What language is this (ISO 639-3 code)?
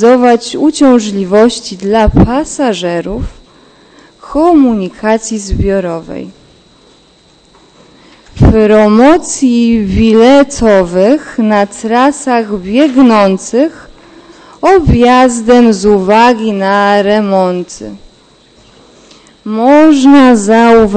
pol